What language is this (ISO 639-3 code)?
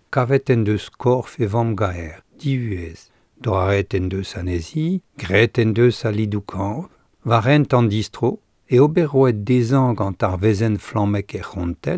bre